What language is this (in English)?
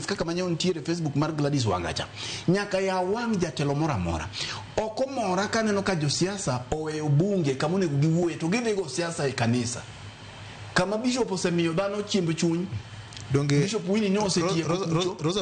Luo (Kenya and Tanzania)